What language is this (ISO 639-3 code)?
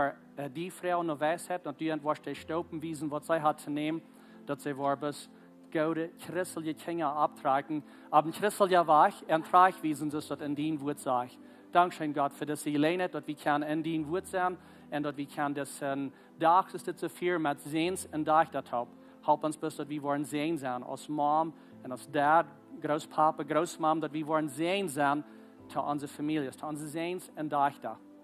pdt